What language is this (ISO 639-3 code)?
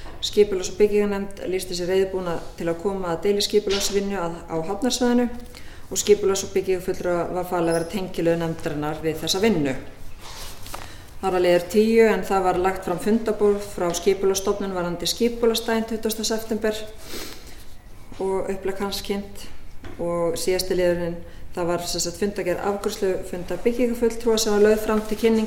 isl